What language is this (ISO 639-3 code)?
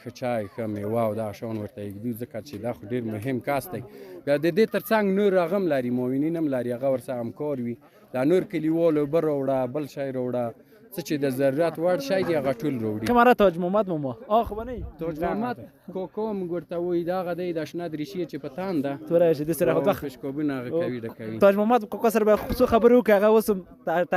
pus